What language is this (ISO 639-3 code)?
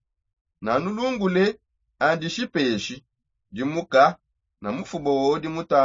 sop